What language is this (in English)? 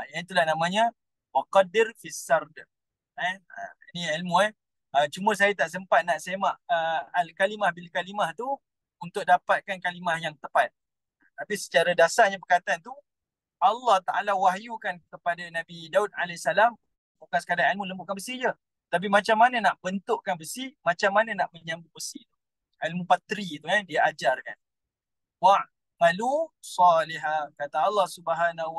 Malay